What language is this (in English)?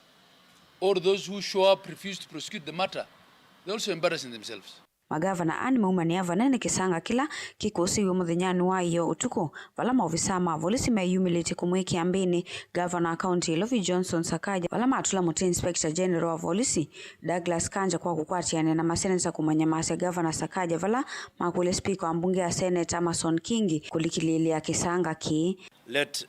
Kamba